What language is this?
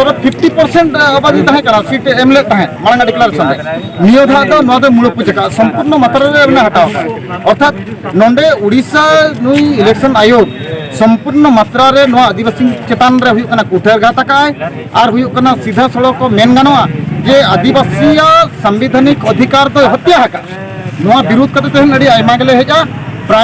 Santali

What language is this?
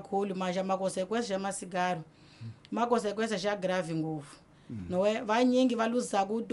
Tsonga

